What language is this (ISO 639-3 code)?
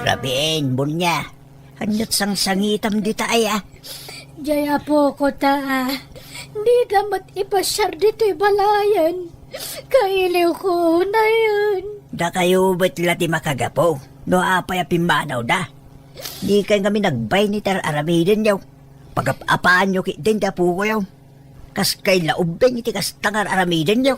ilo